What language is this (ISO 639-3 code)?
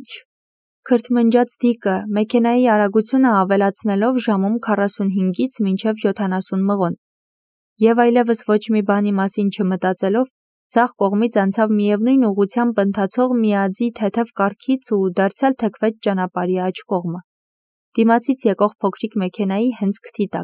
hye